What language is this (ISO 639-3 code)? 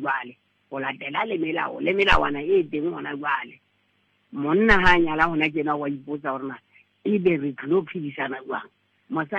sot